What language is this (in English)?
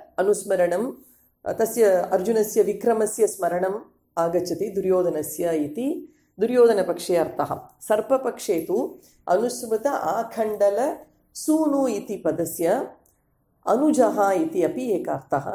Sanskrit